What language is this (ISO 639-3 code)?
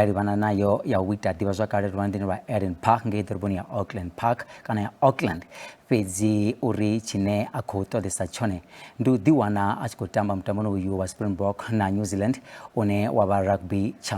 ven